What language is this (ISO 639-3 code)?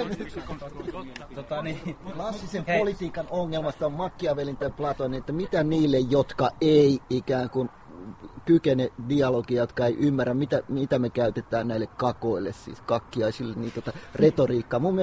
fin